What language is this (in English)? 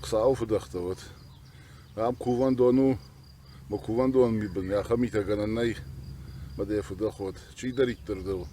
Ossetic